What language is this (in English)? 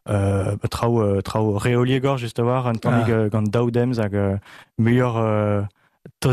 Breton